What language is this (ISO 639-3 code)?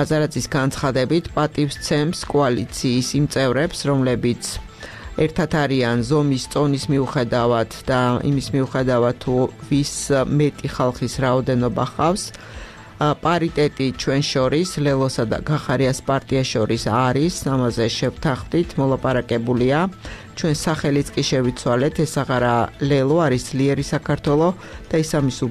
kat